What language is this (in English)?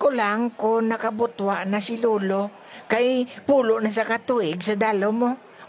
Hiligaynon